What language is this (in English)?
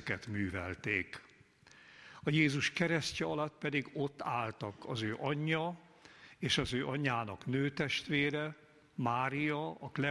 Hungarian